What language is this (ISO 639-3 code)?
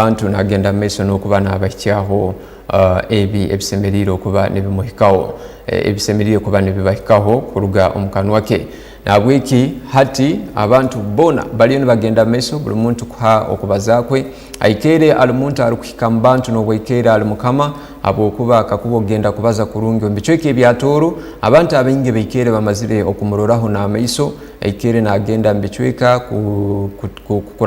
ttj